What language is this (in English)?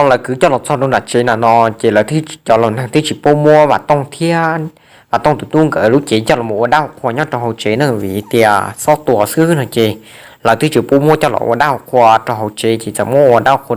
Hmong